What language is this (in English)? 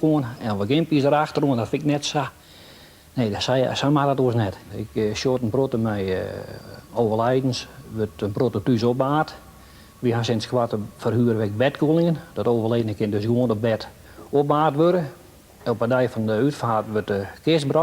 Western Frisian